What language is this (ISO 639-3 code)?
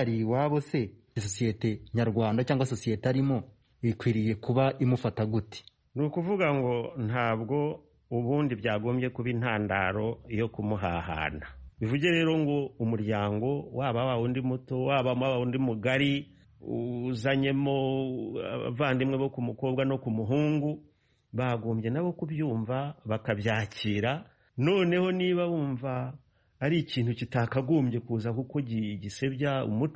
kin